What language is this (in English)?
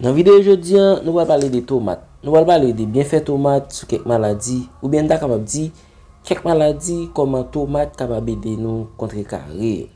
Haitian Creole